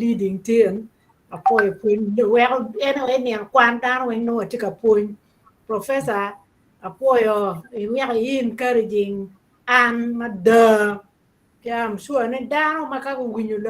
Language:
Acoli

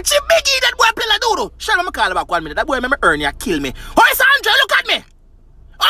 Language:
Jamaican Creole English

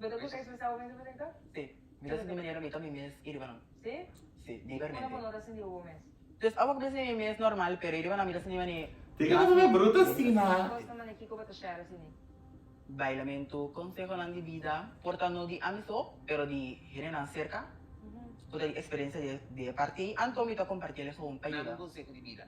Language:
Papiamento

